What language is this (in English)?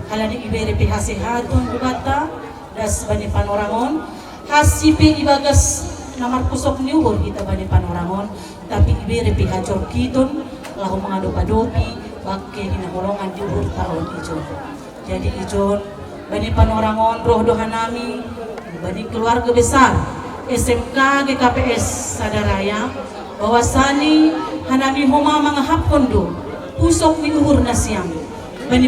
Batak Simalungun